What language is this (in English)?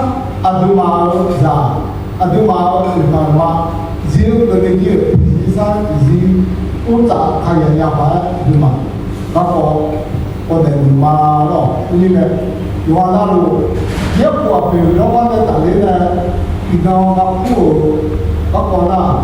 Akha